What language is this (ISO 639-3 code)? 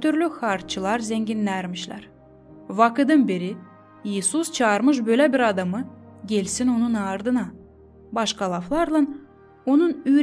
gag